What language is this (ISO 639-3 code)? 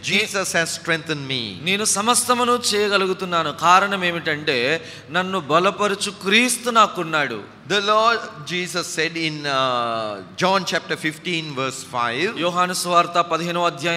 tel